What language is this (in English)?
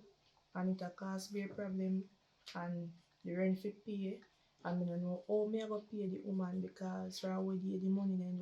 Jamaican Creole English